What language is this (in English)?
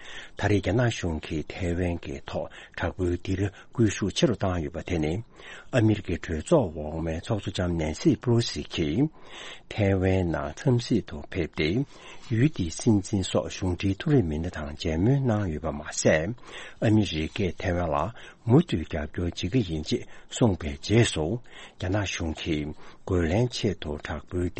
Tibetan